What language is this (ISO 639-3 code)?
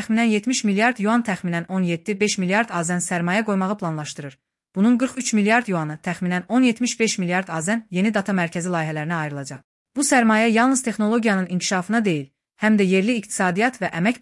aze